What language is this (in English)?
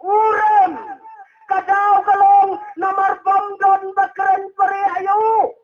Khasi